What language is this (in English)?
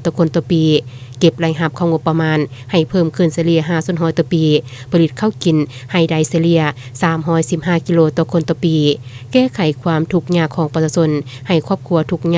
Lao